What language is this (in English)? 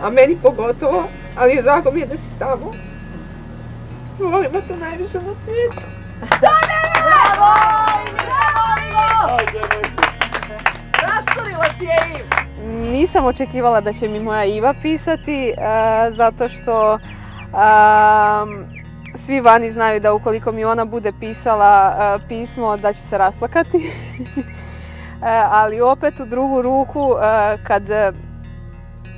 Croatian